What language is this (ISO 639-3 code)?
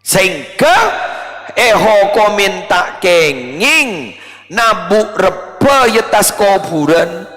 mad